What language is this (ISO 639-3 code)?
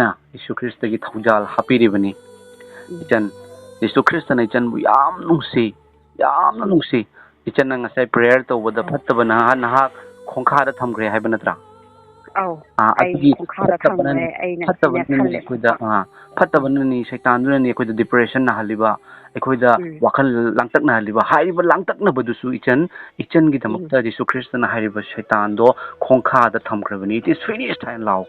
mni